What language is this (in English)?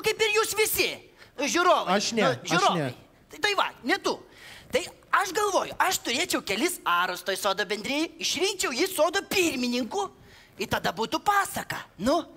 Lithuanian